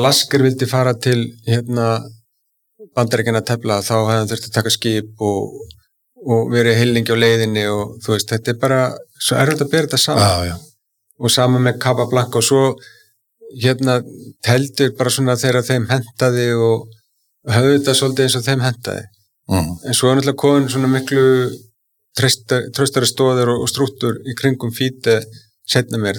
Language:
Icelandic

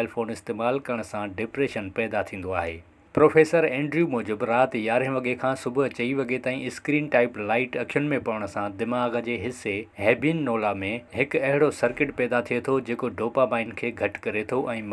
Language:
Sindhi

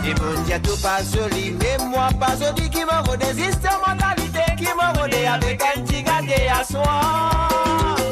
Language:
Morisyen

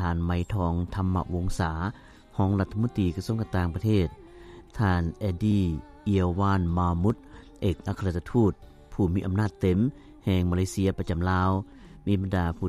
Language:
Lao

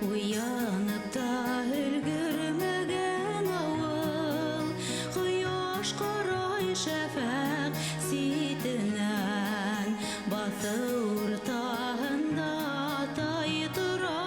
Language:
Bashkir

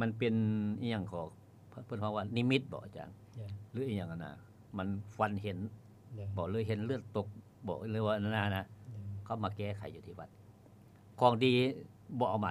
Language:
Lao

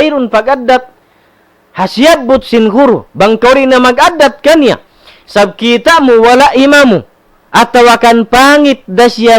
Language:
Tausug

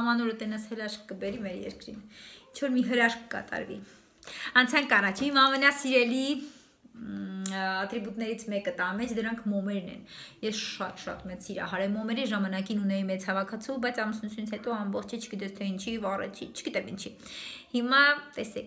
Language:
Armenian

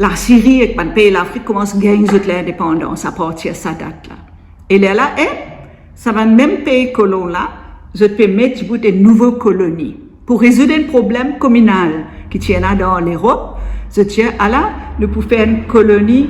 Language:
Morisyen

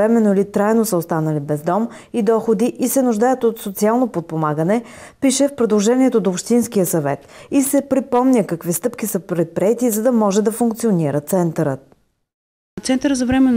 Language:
Bulgarian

